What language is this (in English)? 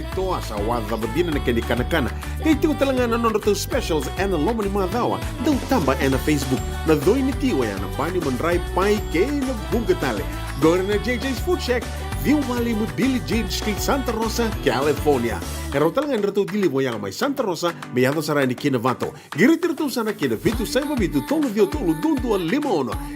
Fijian